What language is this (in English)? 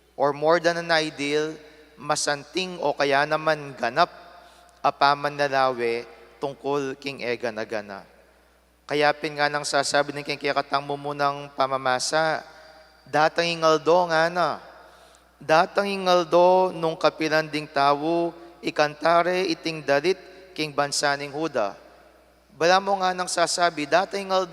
Pampanga